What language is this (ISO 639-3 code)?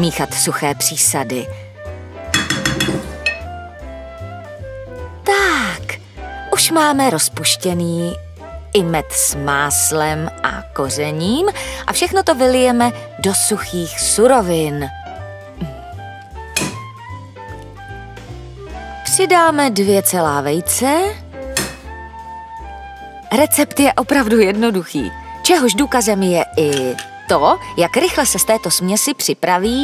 ces